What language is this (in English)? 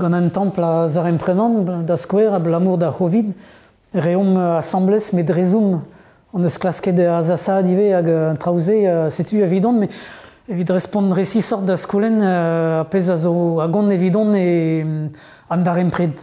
Breton